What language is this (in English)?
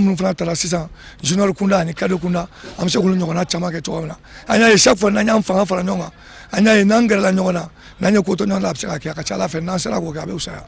Bambara